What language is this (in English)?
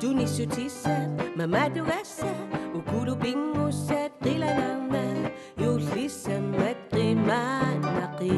Kalaallisut